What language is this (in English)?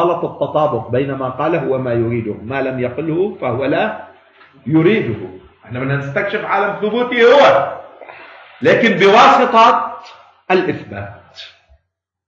Arabic